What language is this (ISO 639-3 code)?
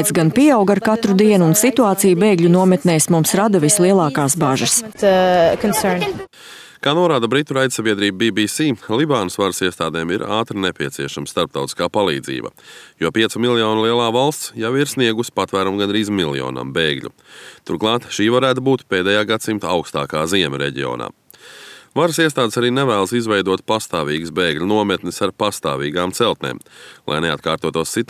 lav